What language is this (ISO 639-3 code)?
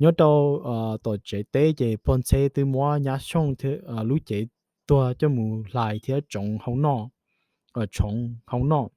hmn